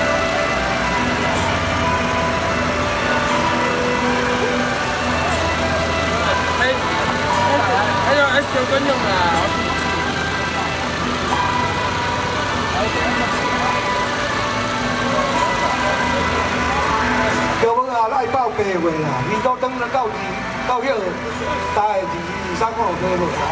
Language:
Min Nan Chinese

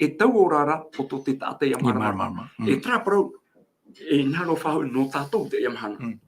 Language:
Tahitian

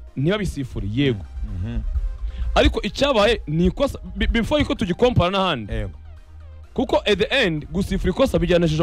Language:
Kinyarwanda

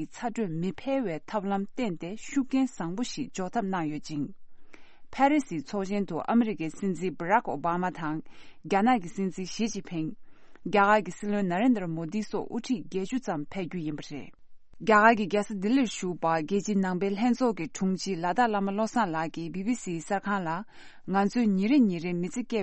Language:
Tibetan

